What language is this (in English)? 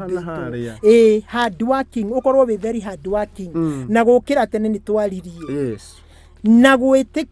Kikuyu